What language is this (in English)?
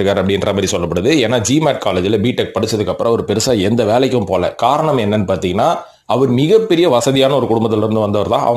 Tamil